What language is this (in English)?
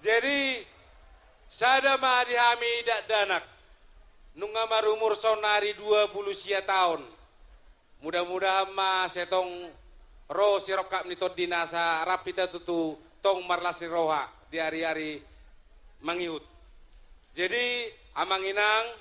Batak Toba